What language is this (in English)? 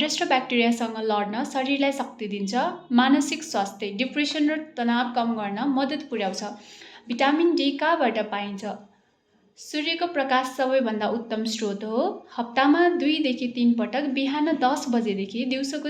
Nepali